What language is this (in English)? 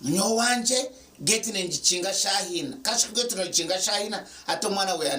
Nyankole